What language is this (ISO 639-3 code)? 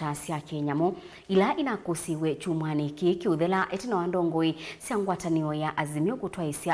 kam